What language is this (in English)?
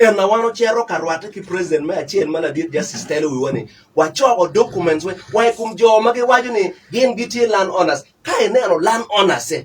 Acoli